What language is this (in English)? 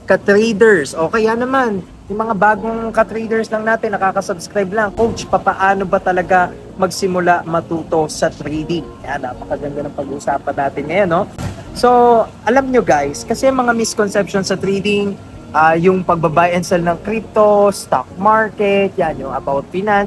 Filipino